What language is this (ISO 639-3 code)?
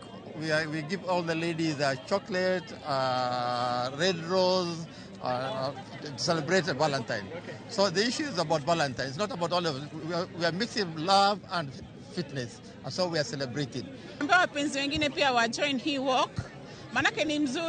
luo